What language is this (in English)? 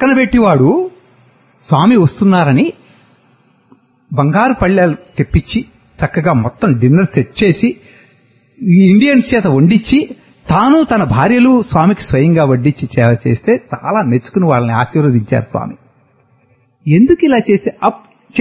Telugu